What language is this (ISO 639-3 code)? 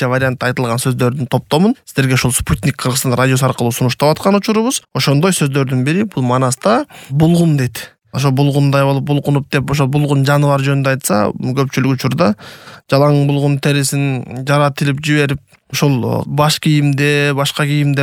kir